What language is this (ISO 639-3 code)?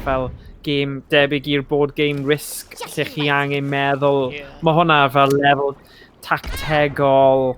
cym